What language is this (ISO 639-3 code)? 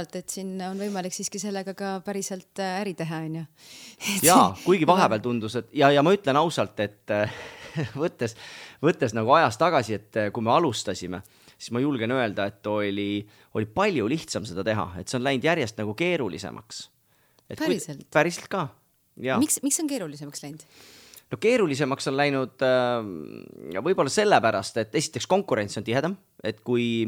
est